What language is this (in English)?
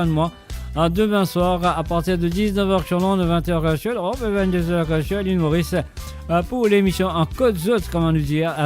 Morisyen